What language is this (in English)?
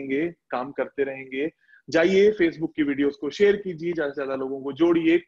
Hindi